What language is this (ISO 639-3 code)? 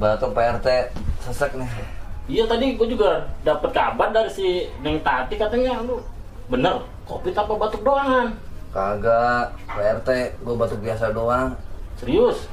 bew